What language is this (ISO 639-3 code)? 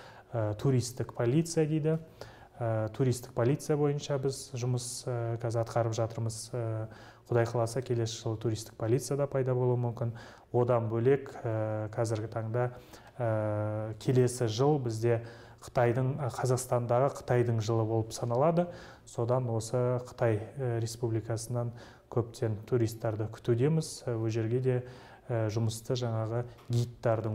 kaz